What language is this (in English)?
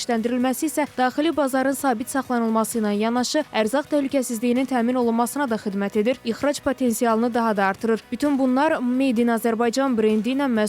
Azerbaijani